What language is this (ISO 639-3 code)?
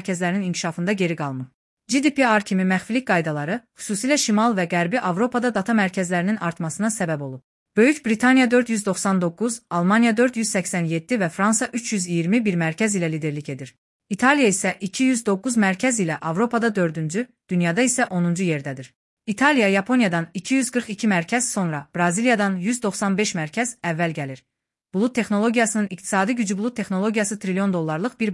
aze